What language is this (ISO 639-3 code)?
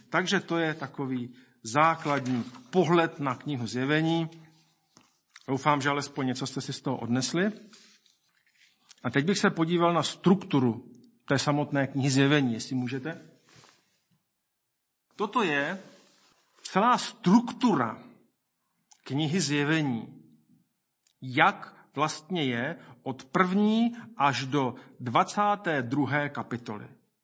ces